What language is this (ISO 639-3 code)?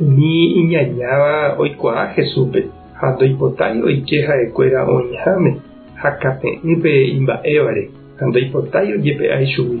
grn